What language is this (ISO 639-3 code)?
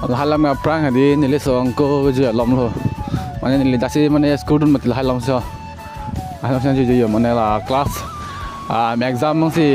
mjw